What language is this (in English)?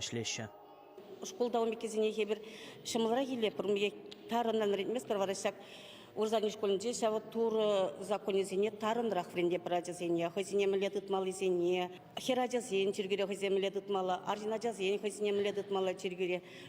Chuvash